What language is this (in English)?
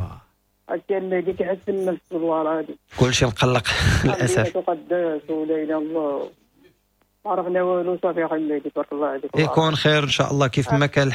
Moroccan Arabic